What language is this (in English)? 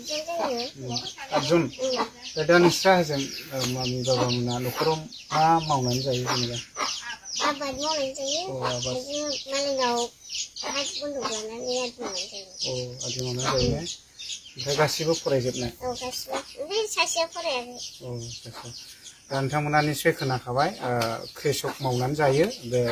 Bodo